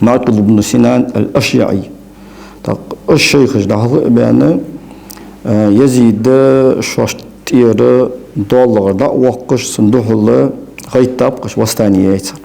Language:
Ingush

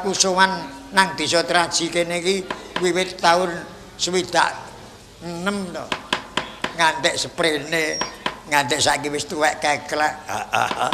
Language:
Javanese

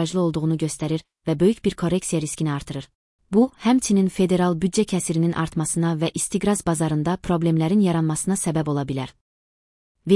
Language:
Azerbaijani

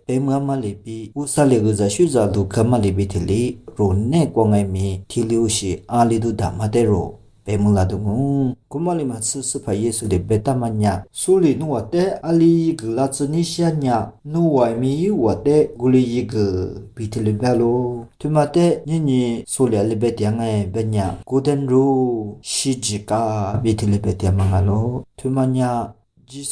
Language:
Lisu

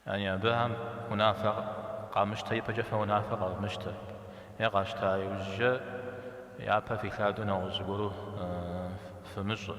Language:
Kabardian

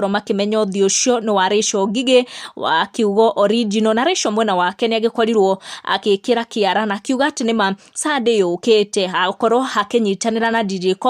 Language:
Kikuyu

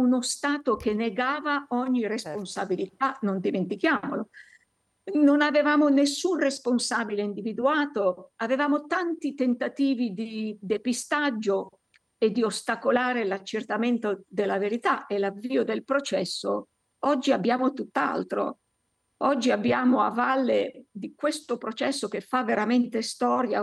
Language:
Italian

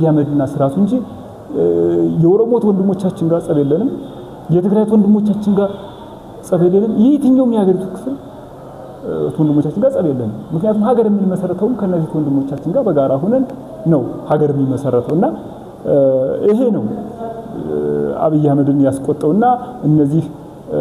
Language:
Amharic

